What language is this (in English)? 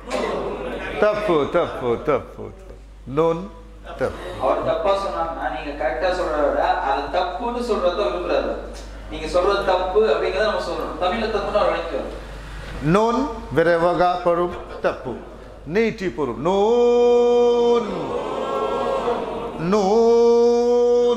Tamil